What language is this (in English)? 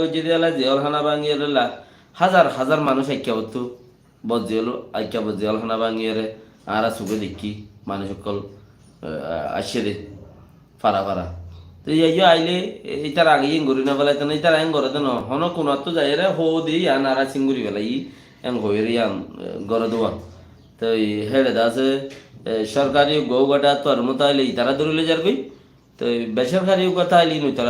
Rohingya